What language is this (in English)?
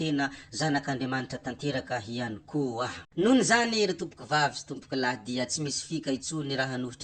Malagasy